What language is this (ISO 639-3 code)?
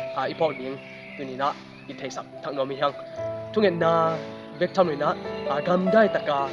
ctd